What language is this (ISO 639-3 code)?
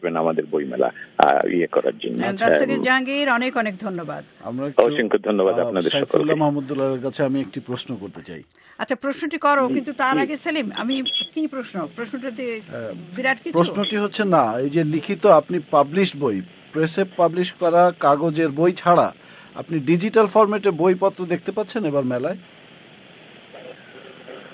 ben